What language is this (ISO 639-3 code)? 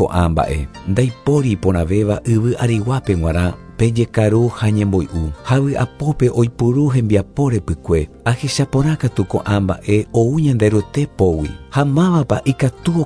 grn